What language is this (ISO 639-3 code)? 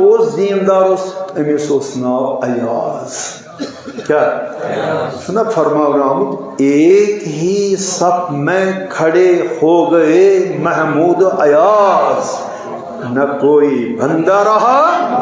kas